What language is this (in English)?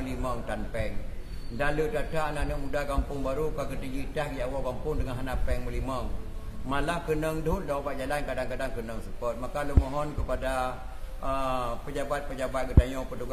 Achinese